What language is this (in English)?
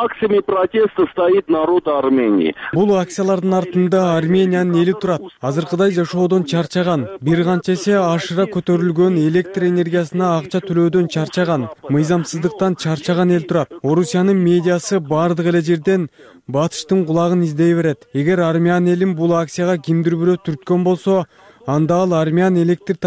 Kyrgyz